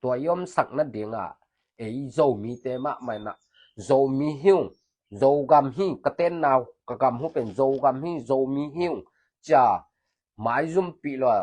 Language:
Tedim Chin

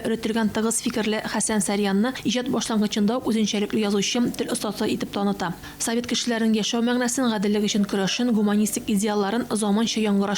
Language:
Tatar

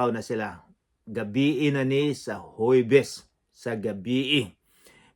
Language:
Cebuano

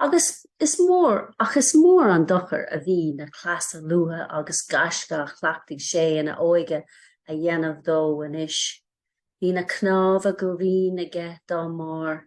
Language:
Irish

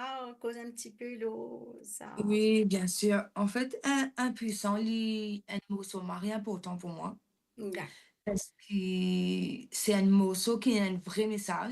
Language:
Morisyen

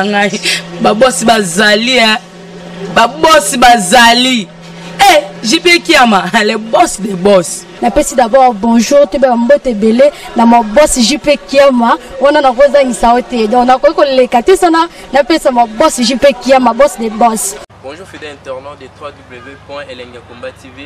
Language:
Lingala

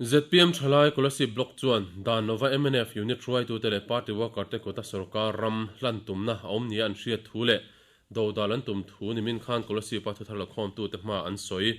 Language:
Mizo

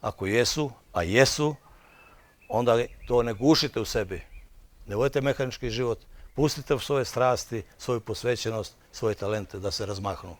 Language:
Bosnian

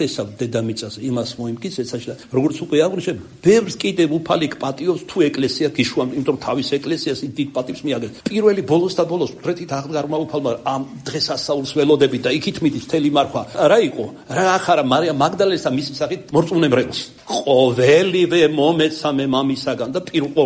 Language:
Georgian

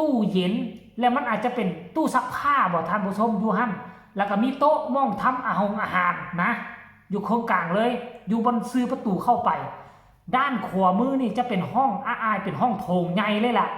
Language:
Northeastern Thai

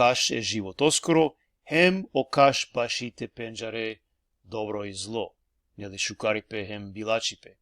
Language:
Balkan Romani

